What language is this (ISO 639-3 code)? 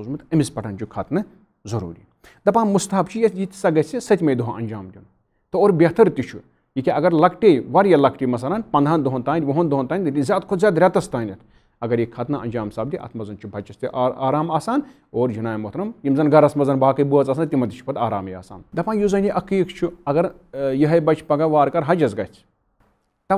kas